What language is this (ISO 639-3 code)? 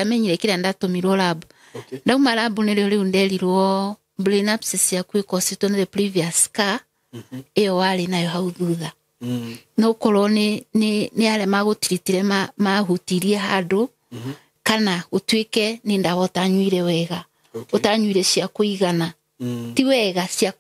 kik